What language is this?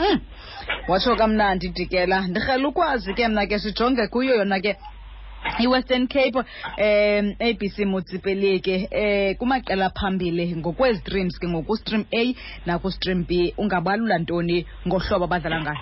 Xhosa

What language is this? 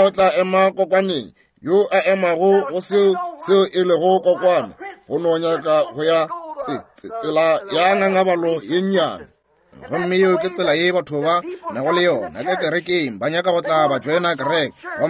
Northern Sotho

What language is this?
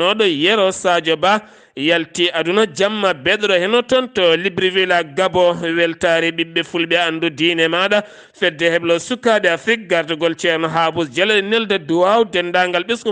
Fula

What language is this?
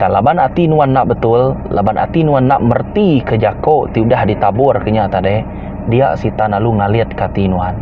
Iban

